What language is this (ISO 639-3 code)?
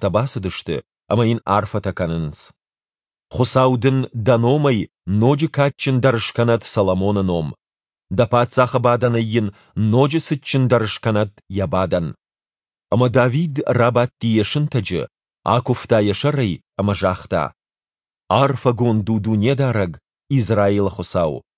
oss